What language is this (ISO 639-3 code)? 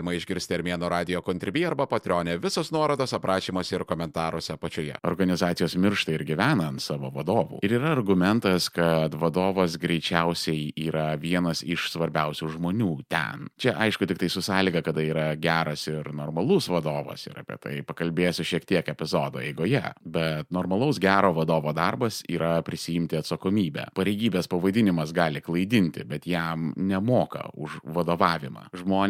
lit